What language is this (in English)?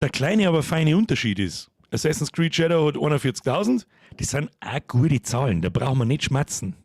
Bavarian